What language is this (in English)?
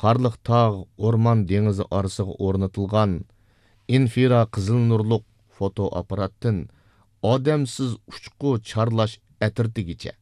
Uyghur